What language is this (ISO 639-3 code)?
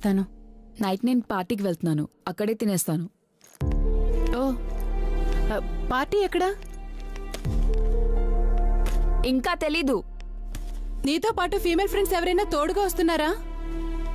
tel